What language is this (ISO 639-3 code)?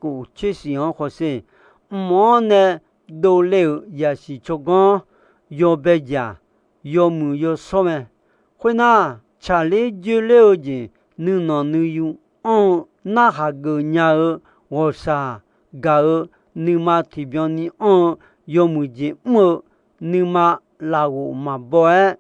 ahk